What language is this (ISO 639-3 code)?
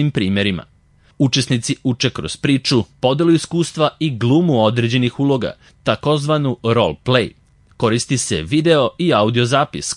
srp